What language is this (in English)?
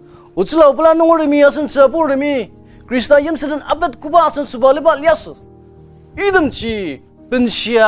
Ao Naga